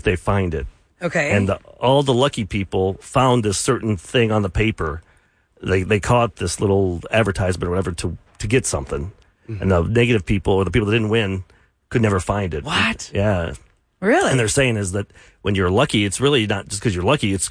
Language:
English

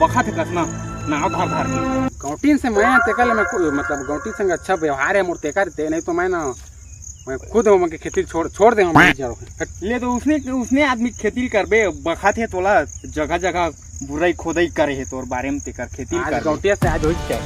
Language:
Chhattisgarhi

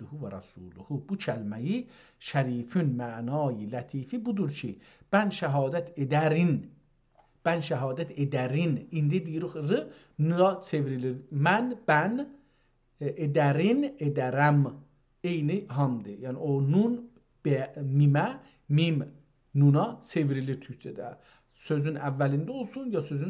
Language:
South Azerbaijani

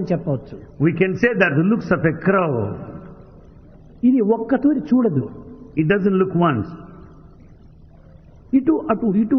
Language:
Telugu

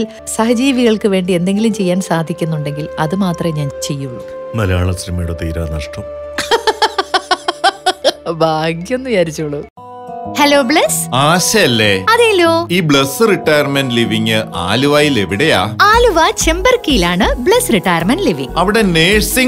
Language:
Malayalam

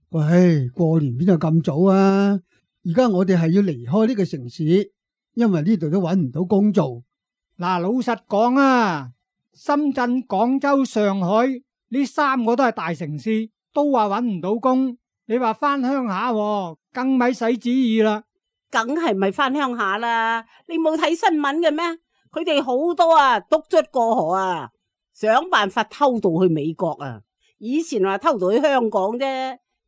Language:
Cantonese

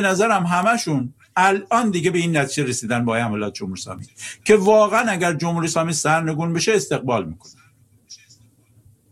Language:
Persian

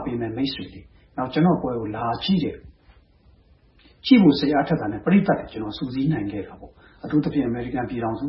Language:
Burmese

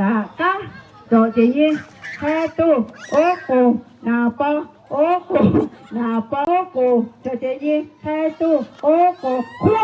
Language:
Lahu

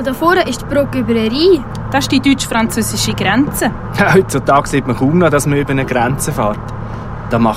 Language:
Swiss German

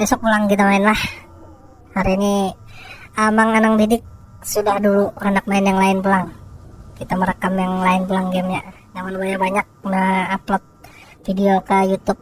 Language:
Banjar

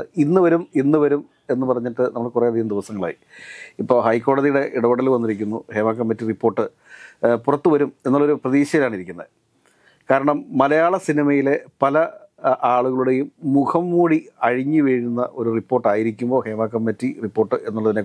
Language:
Malayalam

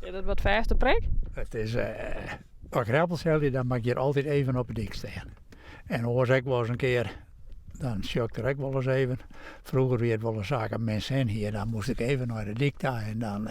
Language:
Western Frisian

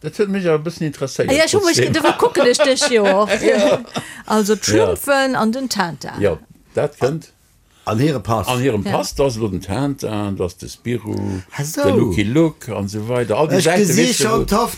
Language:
Luxembourgish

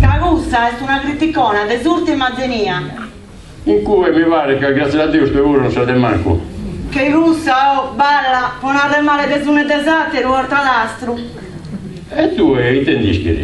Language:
Sardinian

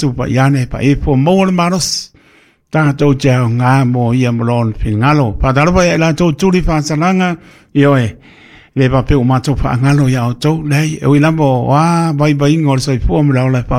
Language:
Samoan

